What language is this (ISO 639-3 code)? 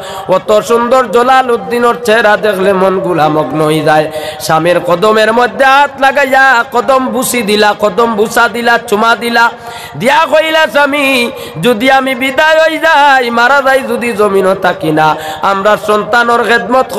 syl